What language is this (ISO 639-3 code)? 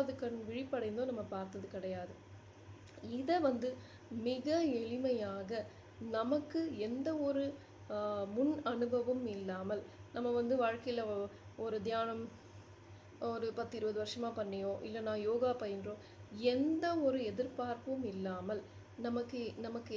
tam